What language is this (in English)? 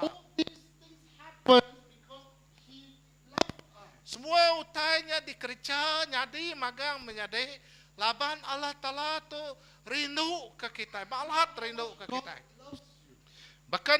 Iban